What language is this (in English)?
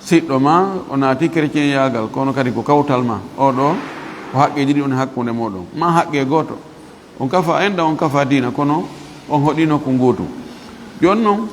Fula